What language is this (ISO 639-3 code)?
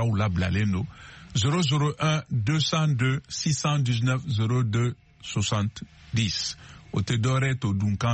bam